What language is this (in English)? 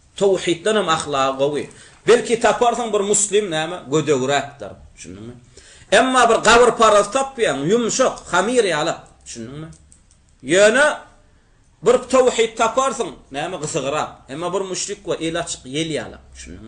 Turkmen